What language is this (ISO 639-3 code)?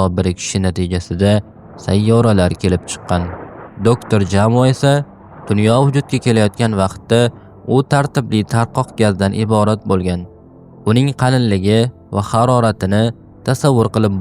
uzb